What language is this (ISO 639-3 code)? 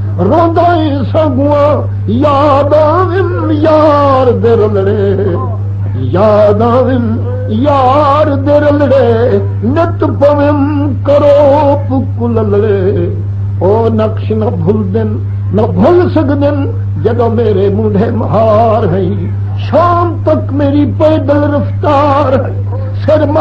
skr